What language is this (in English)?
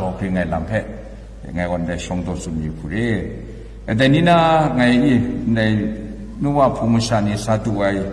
Kachin